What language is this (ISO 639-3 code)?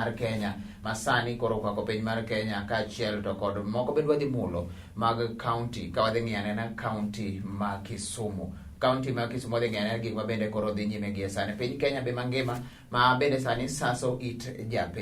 luo